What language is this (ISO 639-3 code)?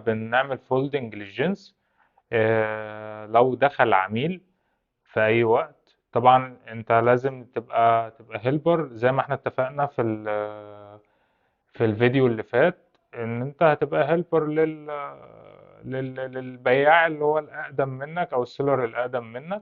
arz